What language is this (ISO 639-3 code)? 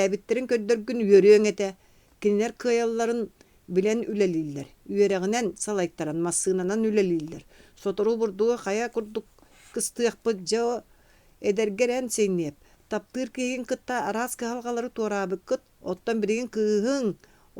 sah